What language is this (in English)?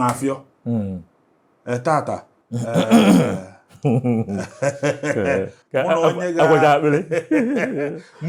Igbo